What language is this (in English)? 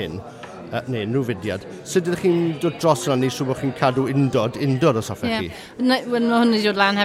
Welsh